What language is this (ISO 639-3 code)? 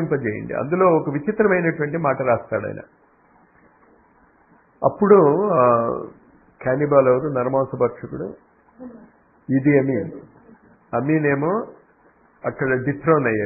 tel